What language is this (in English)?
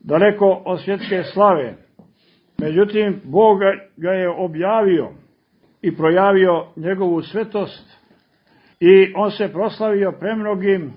Serbian